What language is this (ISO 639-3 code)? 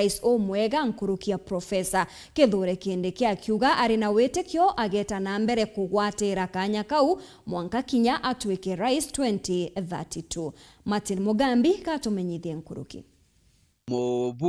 mer